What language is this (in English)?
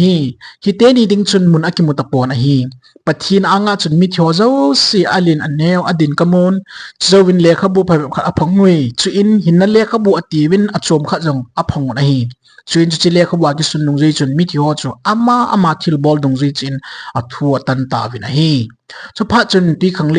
Thado Chin